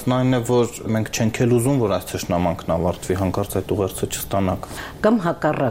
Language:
Armenian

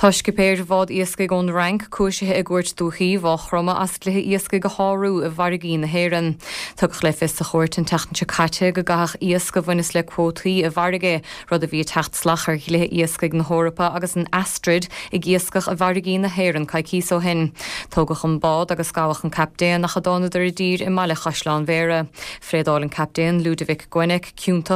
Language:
Irish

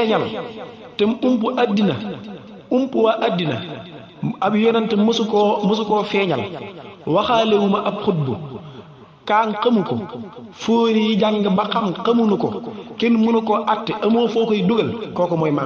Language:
Wolof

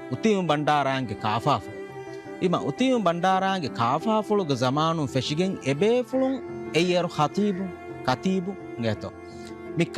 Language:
Divehi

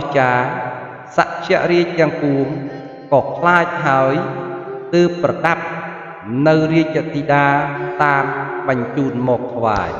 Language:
Khmer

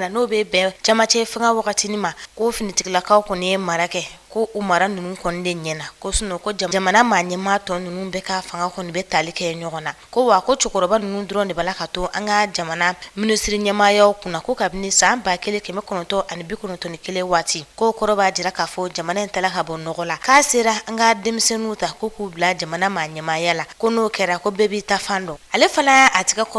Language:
Bambara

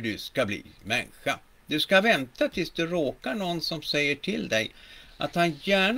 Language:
Swedish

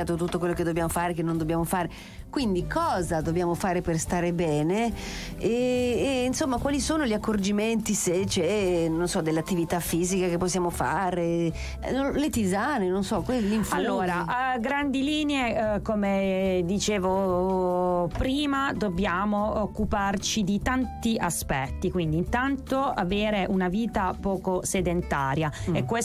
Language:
Italian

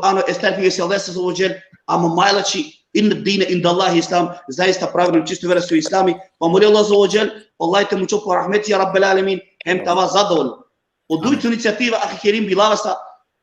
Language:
Balkan Romani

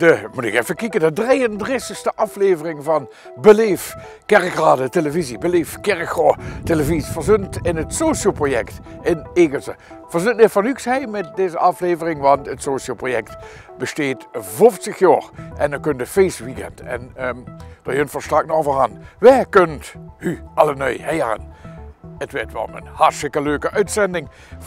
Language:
Limburgish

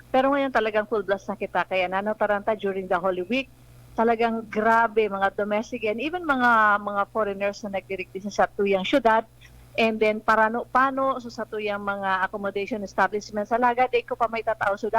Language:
Bikol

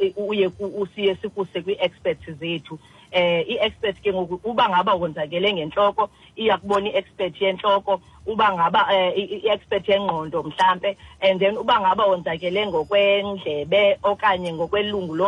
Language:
Xhosa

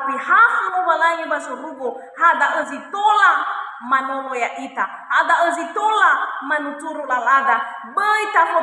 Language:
Nias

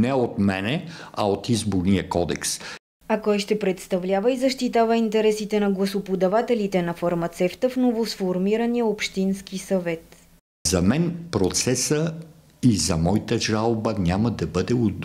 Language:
Bulgarian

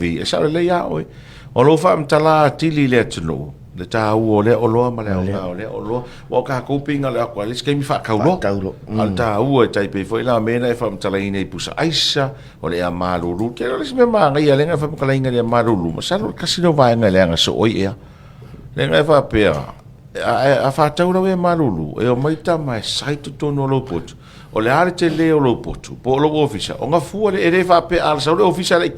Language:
Samoan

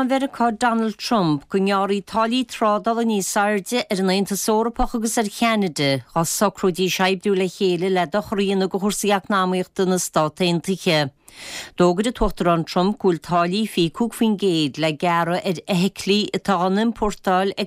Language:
Irish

